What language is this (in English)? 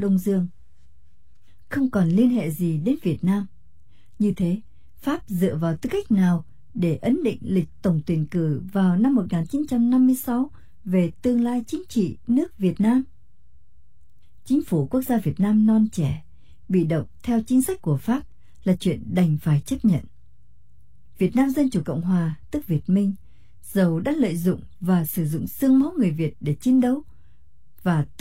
Vietnamese